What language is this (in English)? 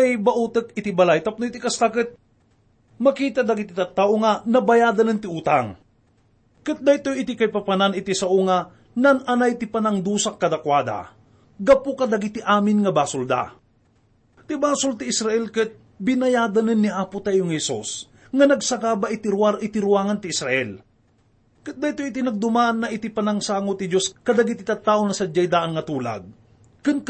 Iloko